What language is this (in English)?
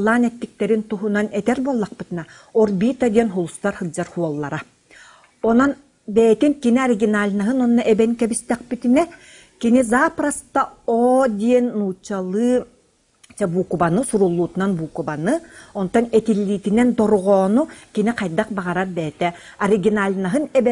Yakut